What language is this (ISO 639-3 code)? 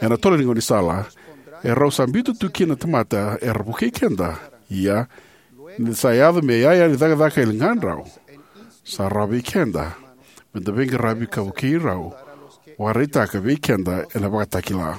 fij